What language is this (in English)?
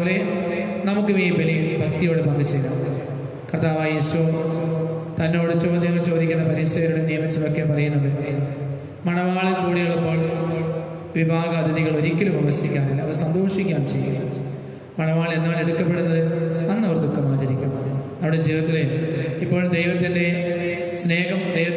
Malayalam